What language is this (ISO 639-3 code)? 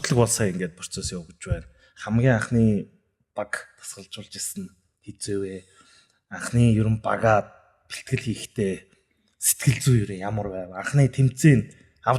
mon